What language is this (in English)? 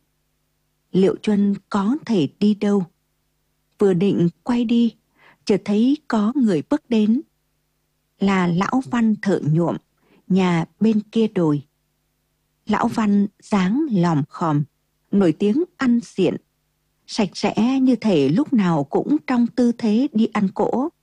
Vietnamese